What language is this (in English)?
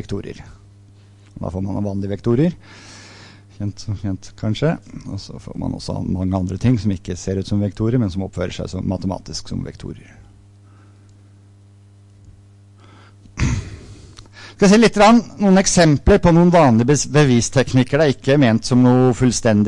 Norwegian